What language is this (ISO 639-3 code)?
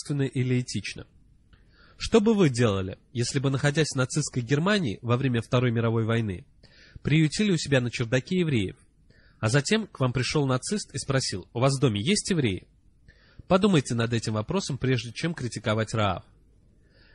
rus